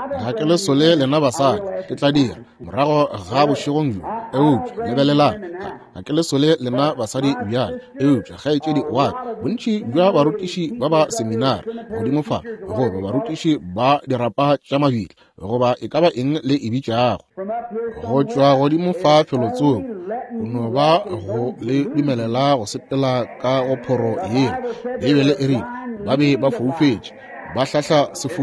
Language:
Northern Sotho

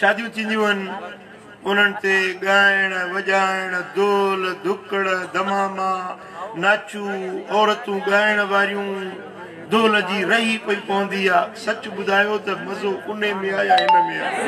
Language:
Sindhi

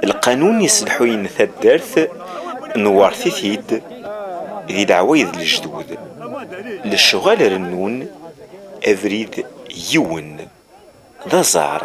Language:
Kabyle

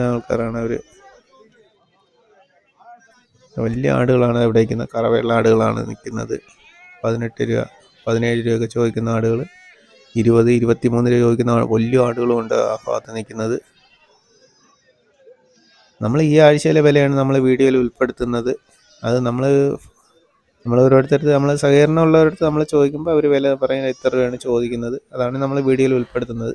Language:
Malayalam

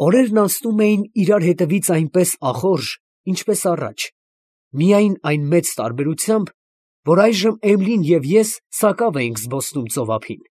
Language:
Armenian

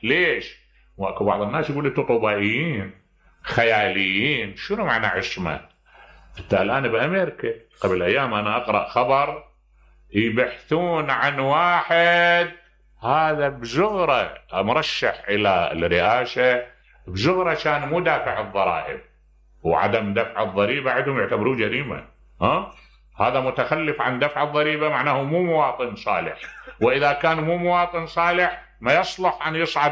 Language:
Mesopotamian Arabic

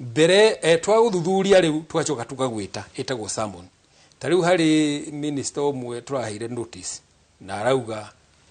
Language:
Kikuyu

